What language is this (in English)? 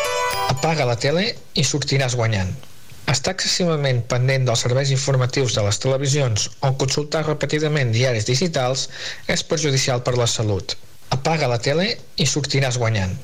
Catalan